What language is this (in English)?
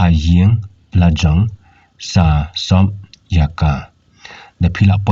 Khasi